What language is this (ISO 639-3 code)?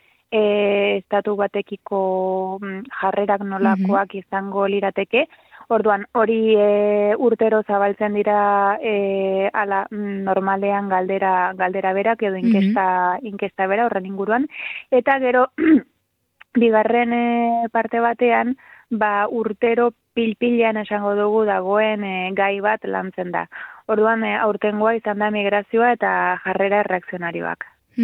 eus